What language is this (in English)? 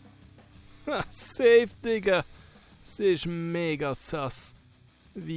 Swiss German